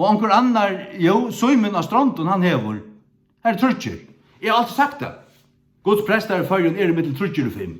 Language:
Faroese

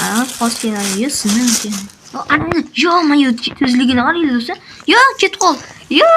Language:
Uzbek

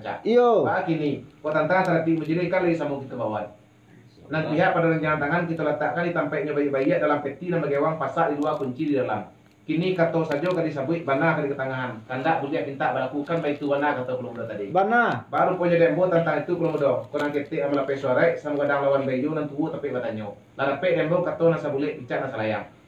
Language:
Minangkabau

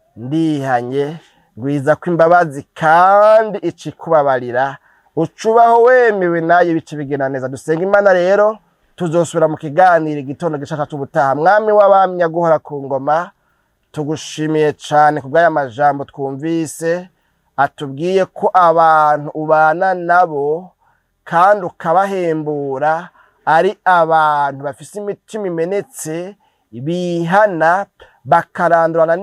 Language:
Rundi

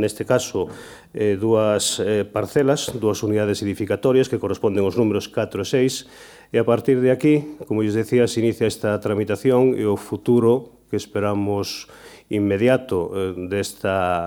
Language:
Galician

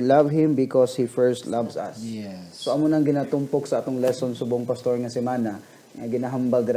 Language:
Hiligaynon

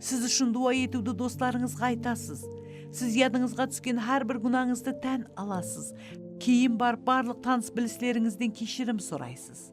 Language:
Kara-Kalpak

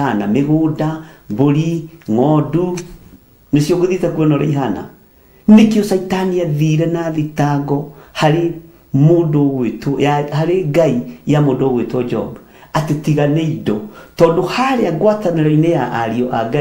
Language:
Kikuyu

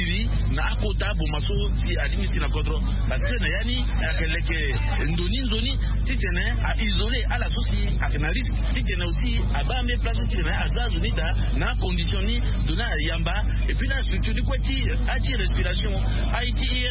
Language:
Sango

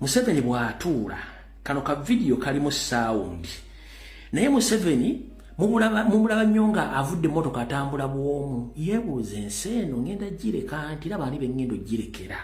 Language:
Ganda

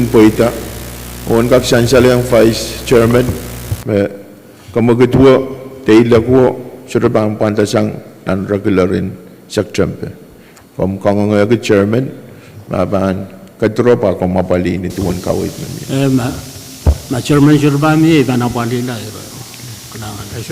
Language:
Pohnpeian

